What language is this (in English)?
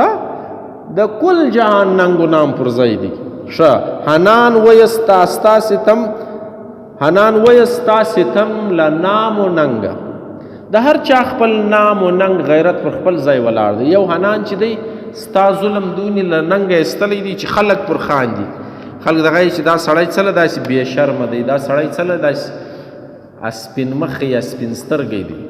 Pashto